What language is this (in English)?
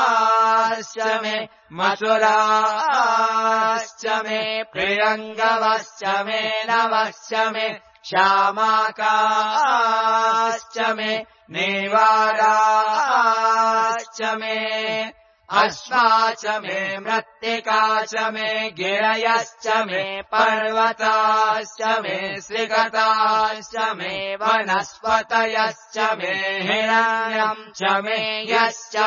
Sanskrit